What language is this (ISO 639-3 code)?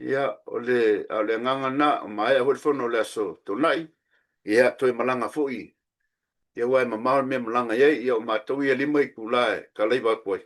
smo